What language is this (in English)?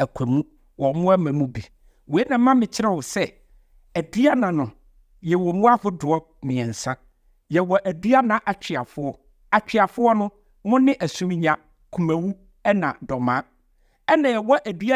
Akan